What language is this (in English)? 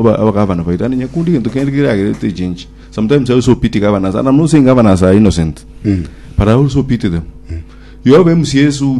Gusii